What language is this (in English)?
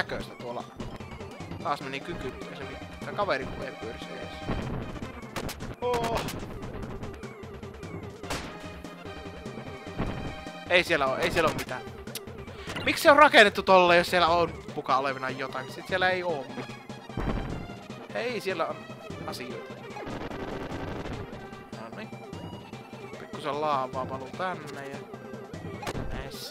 Finnish